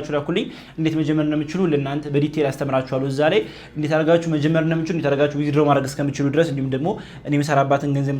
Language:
Amharic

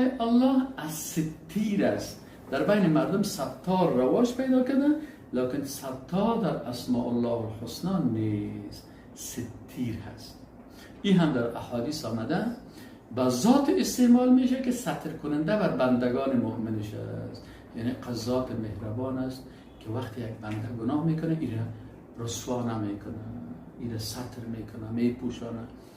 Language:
Persian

